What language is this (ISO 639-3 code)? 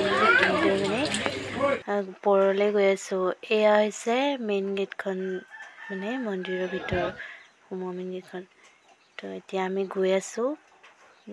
asm